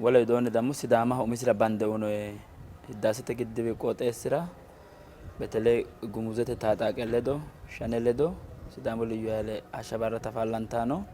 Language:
Sidamo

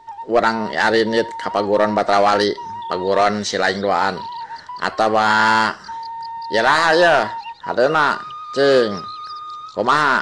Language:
Sundanese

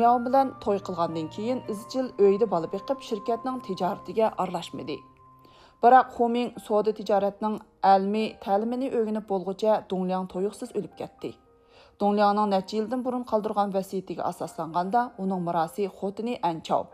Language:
Uyghur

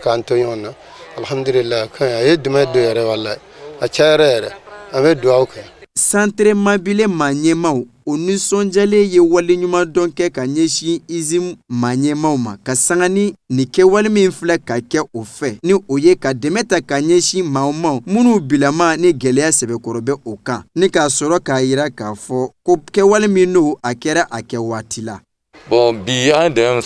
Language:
Bambara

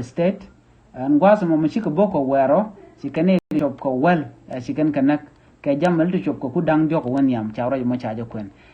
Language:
Nuer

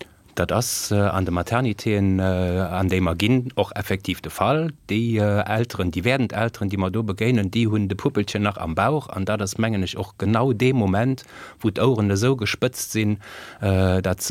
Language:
Luxembourgish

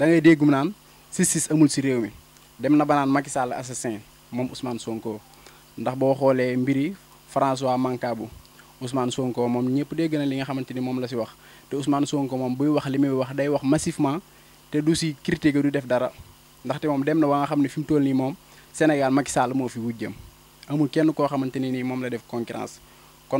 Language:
Wolof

